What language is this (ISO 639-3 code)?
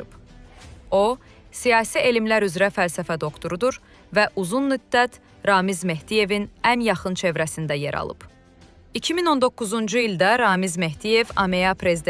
aze